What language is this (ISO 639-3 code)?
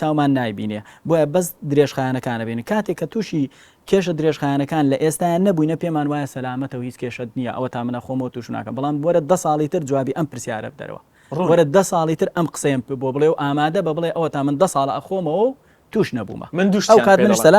ckb